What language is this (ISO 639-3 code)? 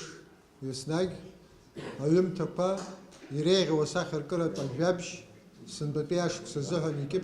abk